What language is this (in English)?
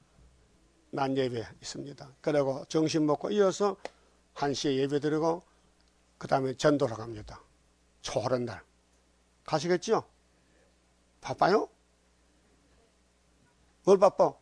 Korean